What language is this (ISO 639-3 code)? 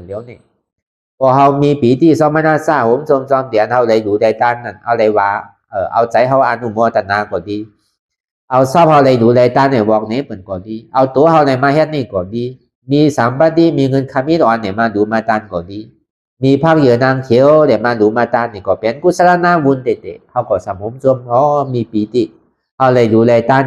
shn